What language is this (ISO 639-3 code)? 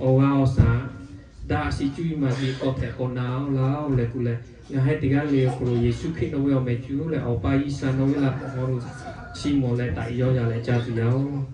lhu